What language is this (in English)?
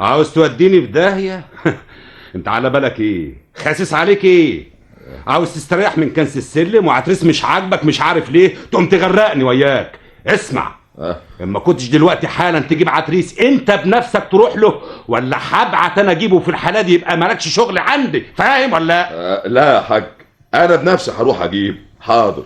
Egyptian Arabic